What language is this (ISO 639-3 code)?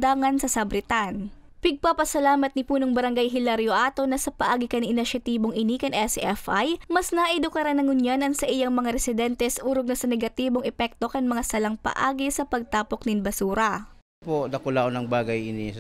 bik